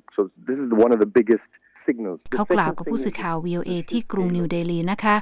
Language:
Thai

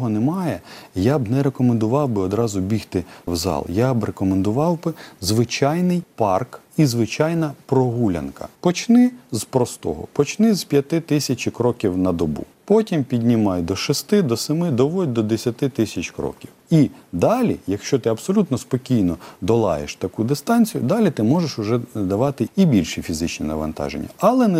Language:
Ukrainian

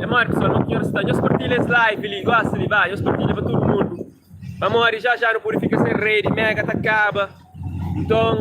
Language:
Kabuverdianu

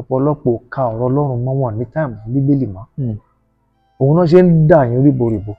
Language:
Yoruba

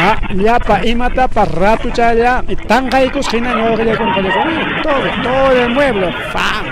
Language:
Ayacucho Quechua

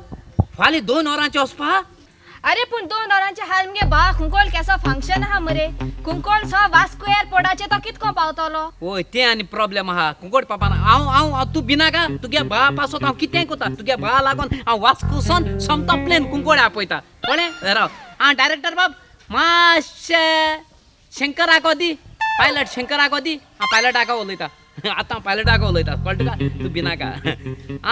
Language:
Konkani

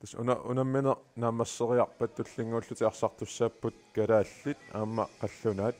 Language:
Kalaallisut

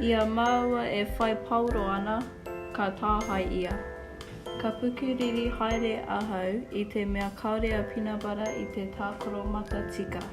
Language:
Māori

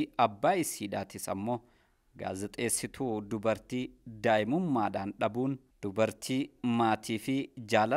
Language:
Oromo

